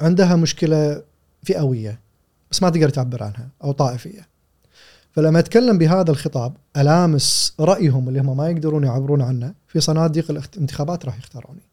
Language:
Gulf Arabic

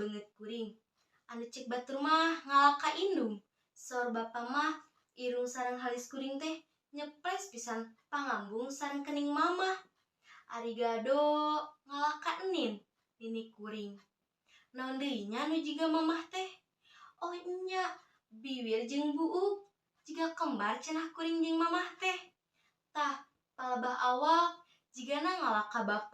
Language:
Sundanese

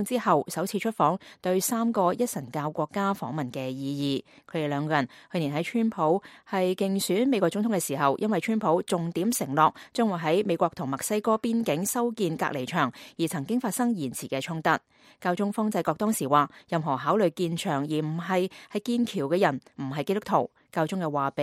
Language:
Cantonese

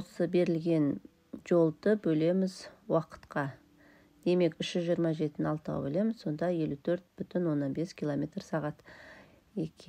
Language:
Kazakh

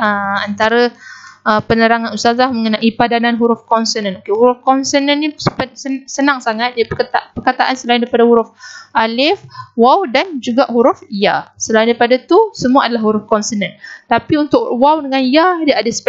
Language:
Malay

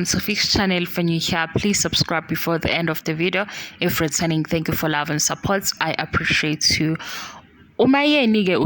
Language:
Zulu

